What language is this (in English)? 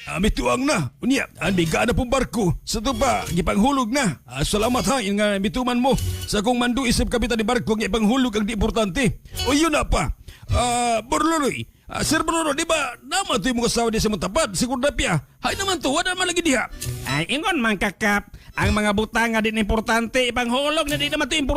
Cebuano